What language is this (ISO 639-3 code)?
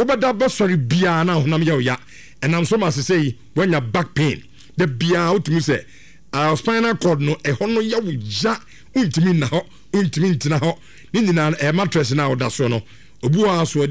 aka